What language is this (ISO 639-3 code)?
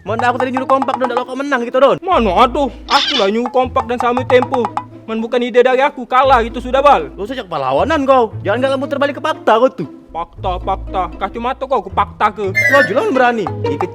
mui